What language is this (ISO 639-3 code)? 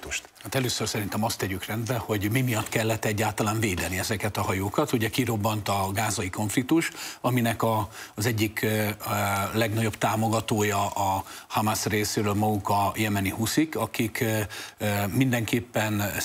hun